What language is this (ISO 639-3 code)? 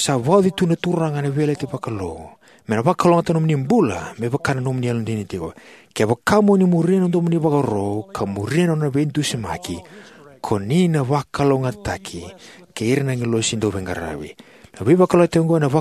fij